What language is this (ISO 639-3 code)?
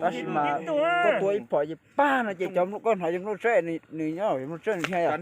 hmn